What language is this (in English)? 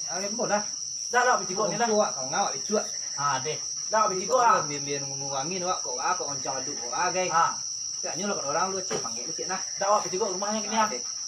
Minangkabau